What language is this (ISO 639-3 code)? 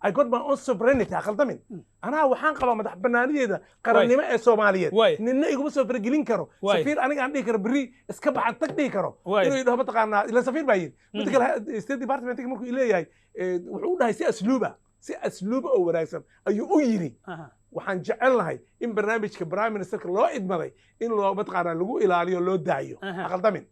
som